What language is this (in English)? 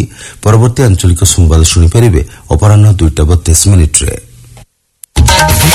Odia